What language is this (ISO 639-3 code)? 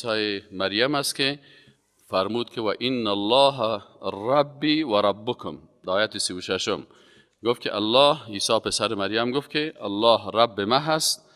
fas